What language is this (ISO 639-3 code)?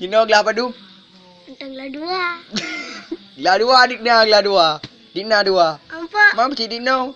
ace